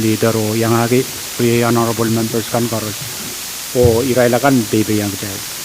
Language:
Pohnpeian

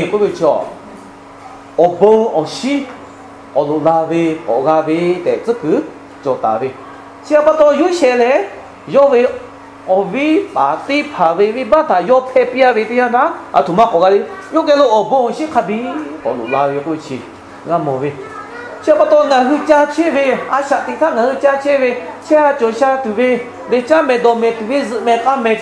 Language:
Lahu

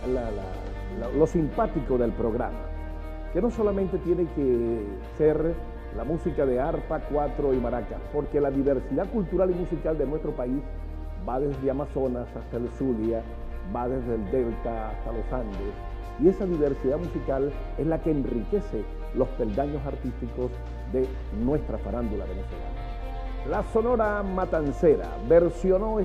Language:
Spanish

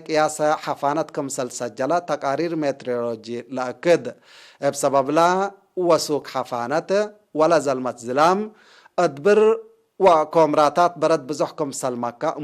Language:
Tigre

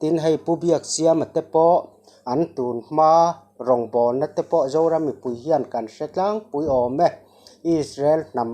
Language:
Mizo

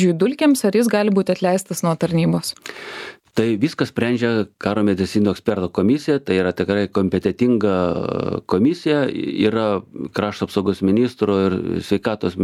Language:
Lithuanian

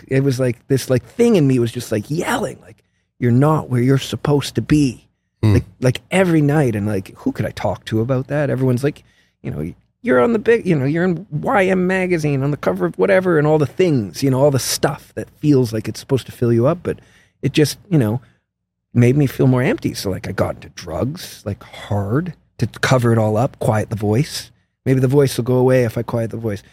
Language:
English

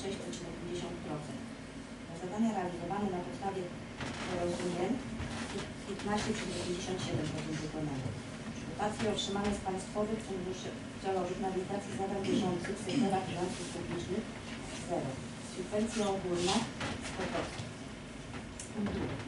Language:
Polish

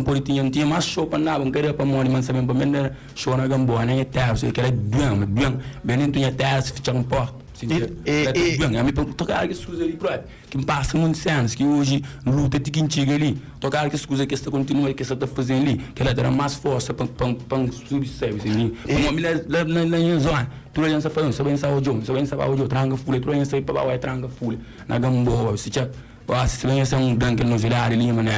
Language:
Kabuverdianu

